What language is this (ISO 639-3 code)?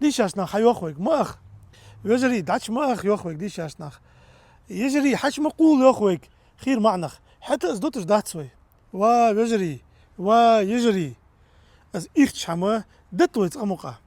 inh